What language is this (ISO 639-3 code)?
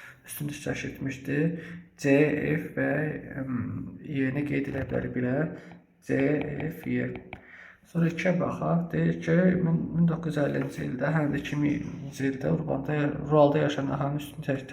aze